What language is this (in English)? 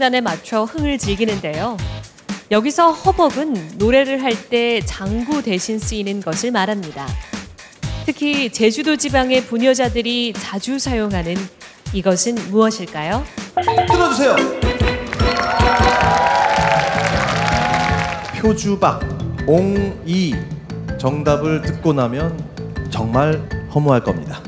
Korean